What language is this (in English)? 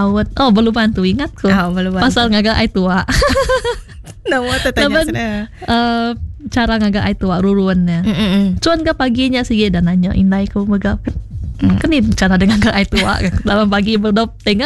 Iban